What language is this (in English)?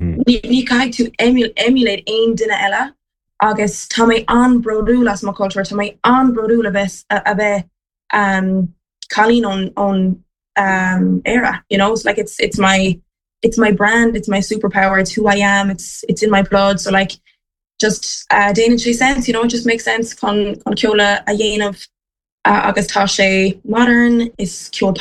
Irish